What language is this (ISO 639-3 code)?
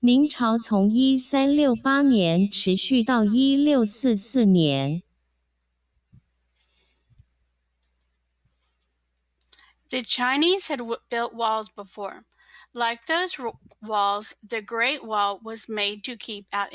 eng